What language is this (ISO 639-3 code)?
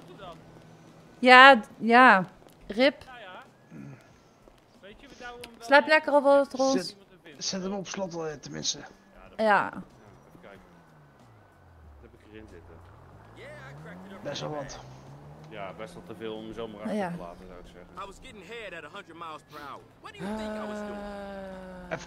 nld